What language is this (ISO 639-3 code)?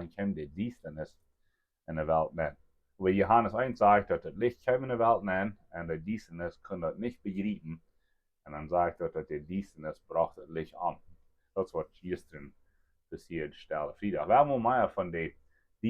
pdt